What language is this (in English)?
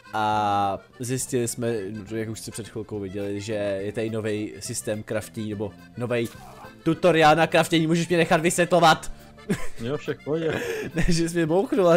Czech